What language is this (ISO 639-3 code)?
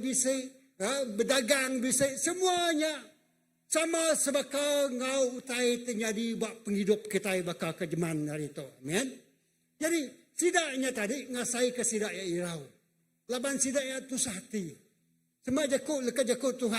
iba